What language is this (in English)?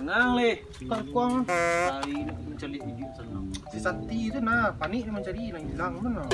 Minangkabau